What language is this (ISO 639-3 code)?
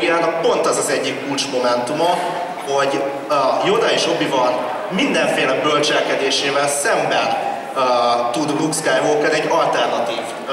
hun